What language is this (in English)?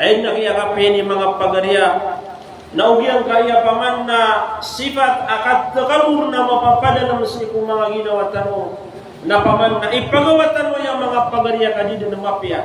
Maranao